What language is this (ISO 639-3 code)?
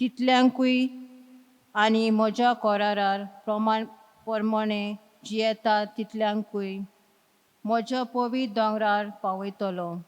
kok